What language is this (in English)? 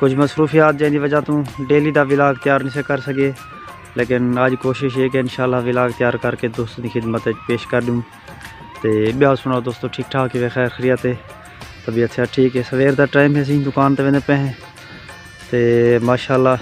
Saraiki